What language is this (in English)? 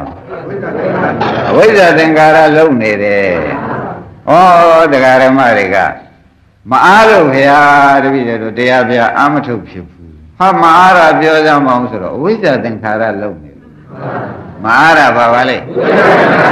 Burmese